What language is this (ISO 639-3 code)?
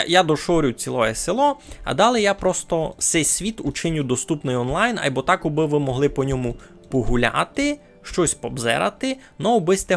rue